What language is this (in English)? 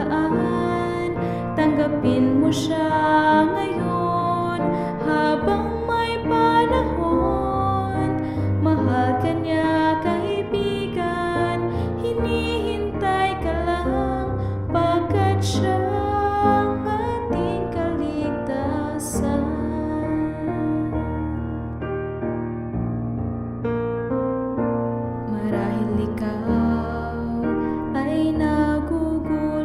Filipino